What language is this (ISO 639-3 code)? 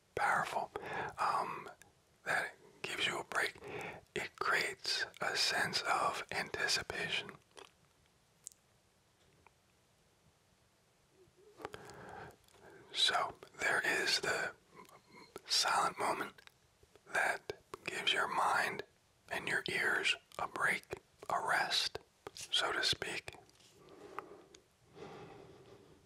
eng